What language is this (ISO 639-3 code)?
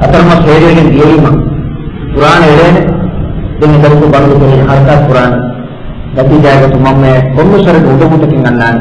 div